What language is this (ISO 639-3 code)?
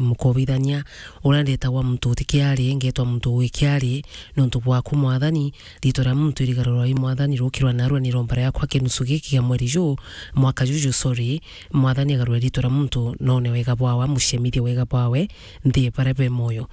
mer